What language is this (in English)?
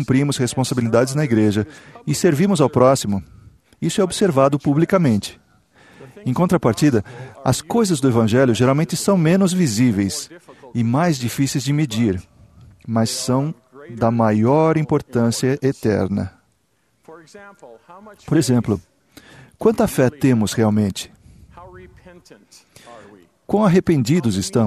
Portuguese